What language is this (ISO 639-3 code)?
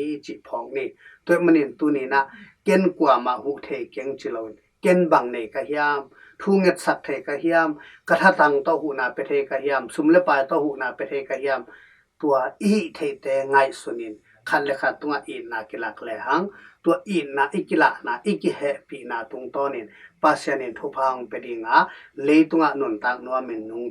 ctd